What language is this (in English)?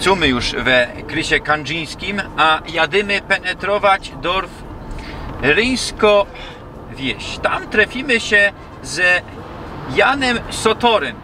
Silesian